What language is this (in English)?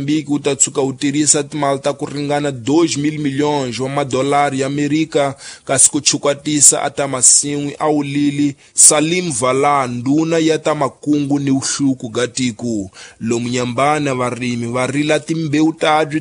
Tsonga